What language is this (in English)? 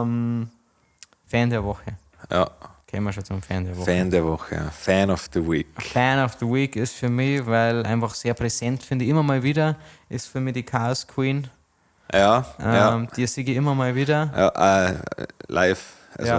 Bavarian